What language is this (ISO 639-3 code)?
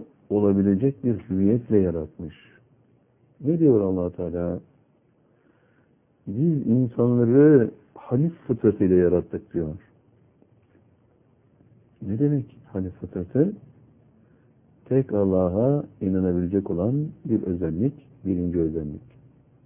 tur